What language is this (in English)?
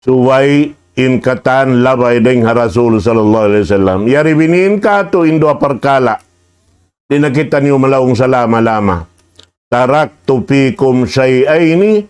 Tausug